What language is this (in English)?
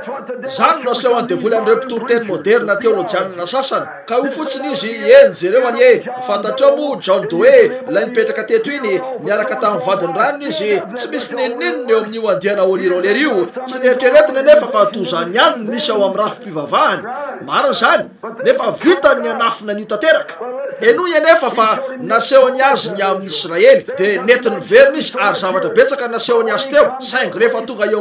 Malagasy